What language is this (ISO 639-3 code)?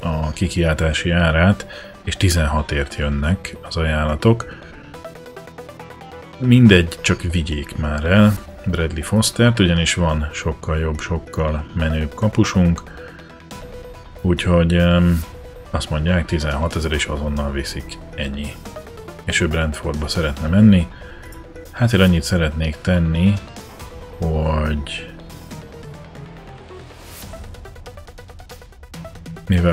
hun